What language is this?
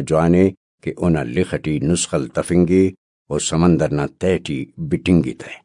Brahui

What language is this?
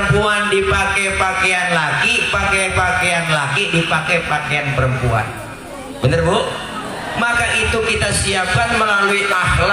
Betawi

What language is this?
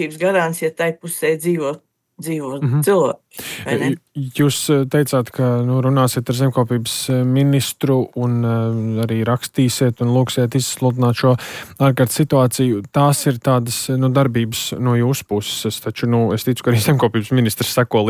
Latvian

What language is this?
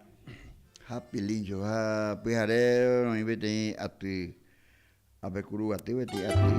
Guarani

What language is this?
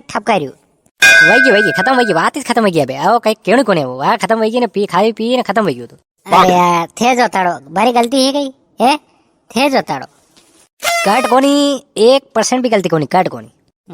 Rajasthani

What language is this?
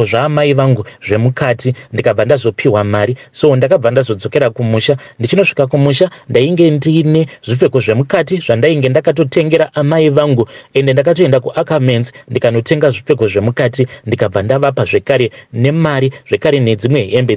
Shona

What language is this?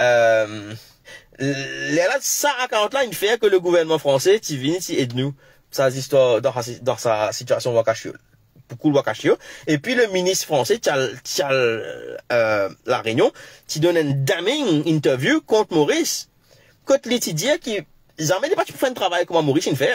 Morisyen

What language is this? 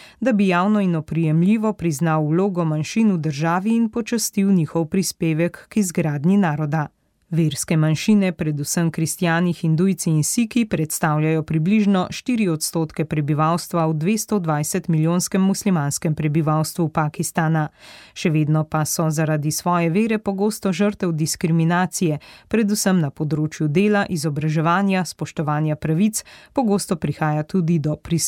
Slovenian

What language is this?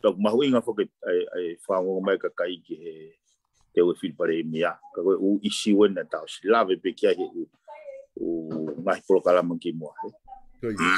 Tongan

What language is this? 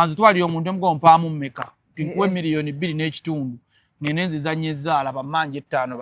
Ganda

